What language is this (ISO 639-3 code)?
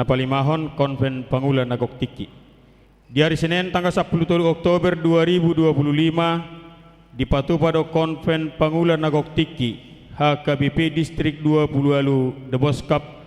bbc